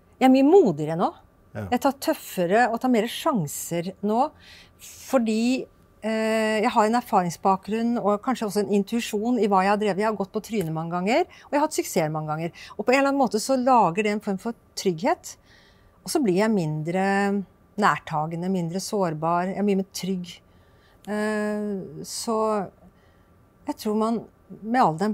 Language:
Norwegian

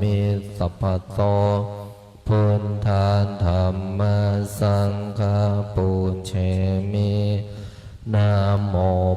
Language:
Pali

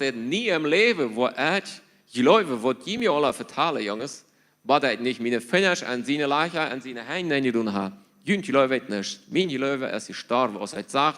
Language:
Plautdietsch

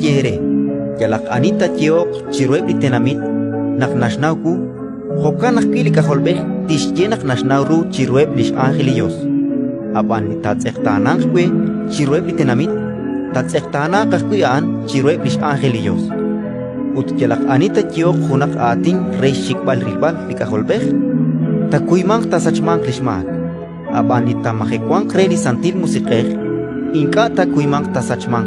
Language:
Kekchí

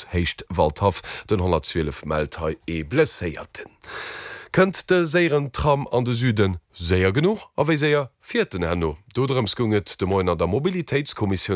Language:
Luxembourgish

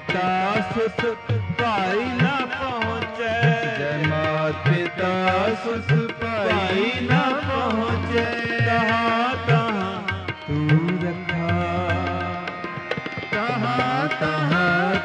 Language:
Punjabi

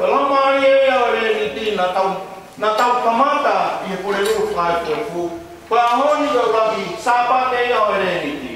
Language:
Tongan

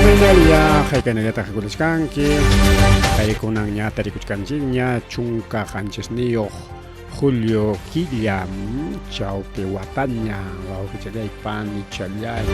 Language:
Ayacucho Quechua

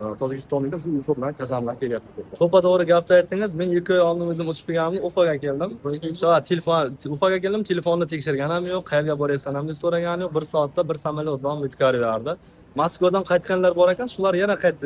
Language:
Uzbek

